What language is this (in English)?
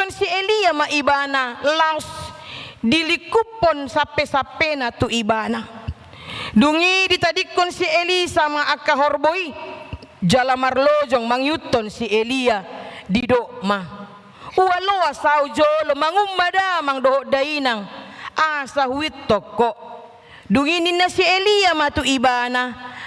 Batak Toba